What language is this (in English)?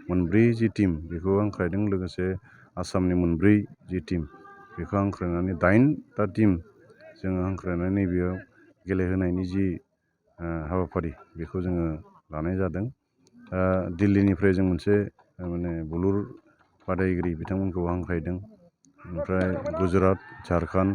Bodo